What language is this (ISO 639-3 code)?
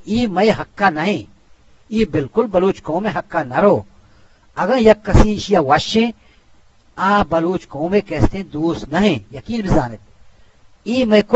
bgp